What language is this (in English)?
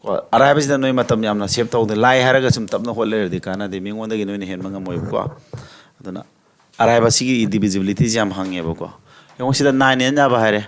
Manipuri